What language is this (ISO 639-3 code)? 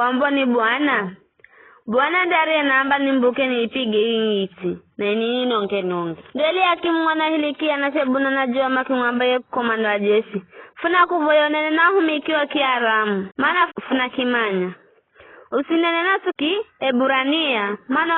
nyf